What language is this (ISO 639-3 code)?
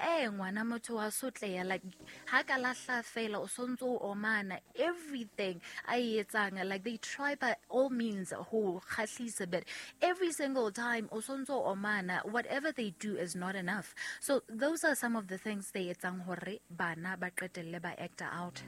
sot